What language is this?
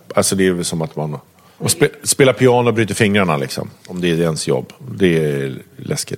Swedish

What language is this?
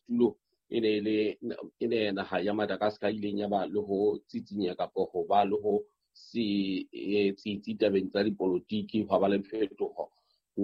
Southern Sotho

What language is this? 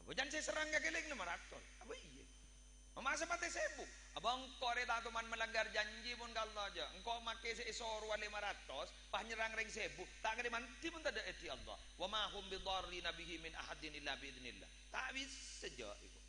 Madurese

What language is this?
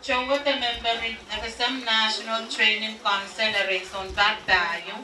Pohnpeian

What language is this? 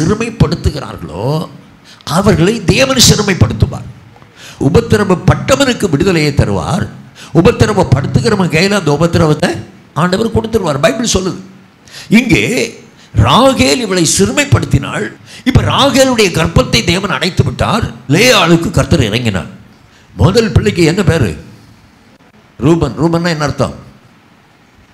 Tamil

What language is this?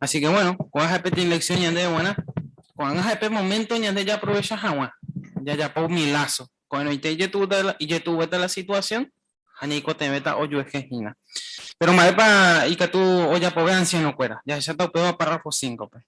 Guarani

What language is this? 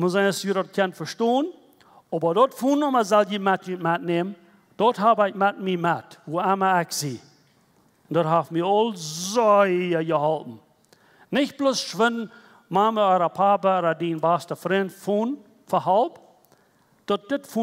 Plautdietsch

